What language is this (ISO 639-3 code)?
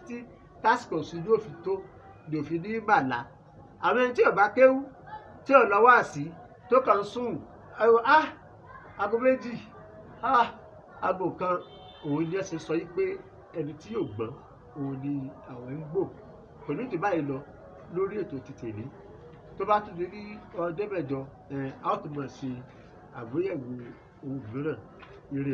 yor